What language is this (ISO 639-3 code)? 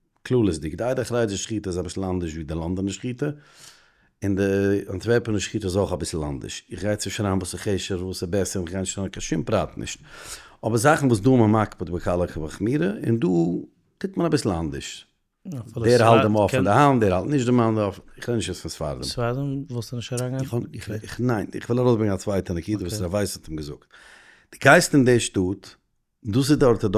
yid